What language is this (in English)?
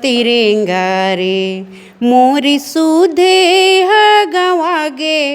Chhattisgarhi